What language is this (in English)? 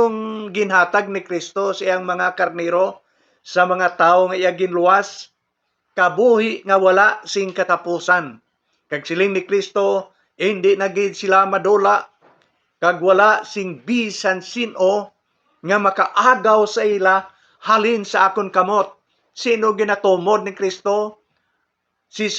Hiligaynon